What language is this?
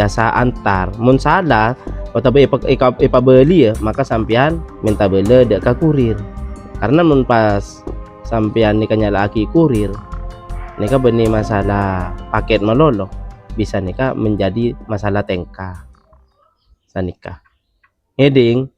Madurese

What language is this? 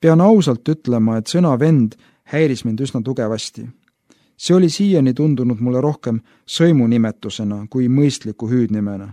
Estonian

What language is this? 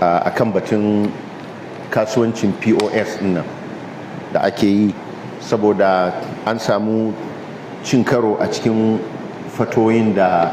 Hausa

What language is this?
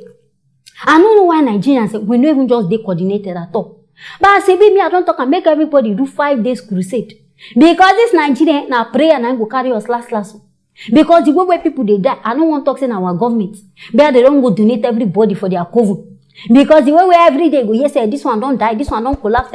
Nigerian Pidgin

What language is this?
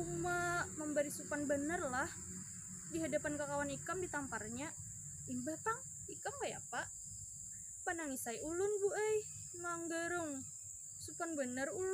Banjar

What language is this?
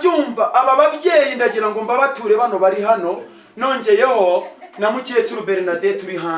Kinyarwanda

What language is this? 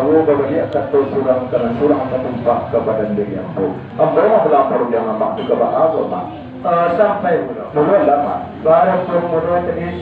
Minangkabau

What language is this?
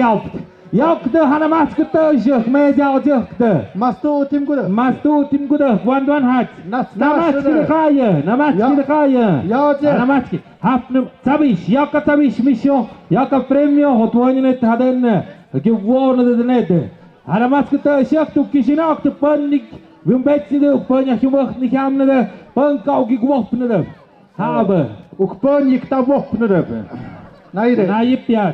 Tlahuitoltepec Mixe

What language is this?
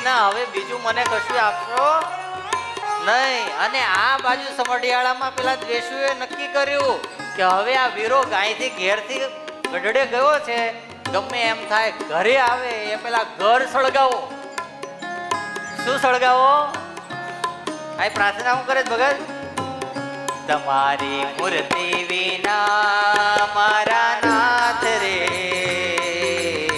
Gujarati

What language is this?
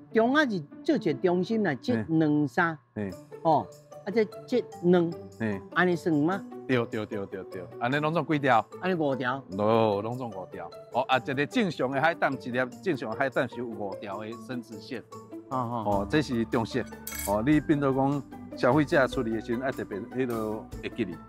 Min Nan Chinese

